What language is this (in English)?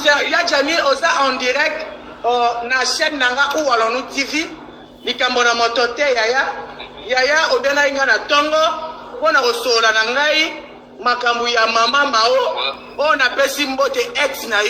Lingala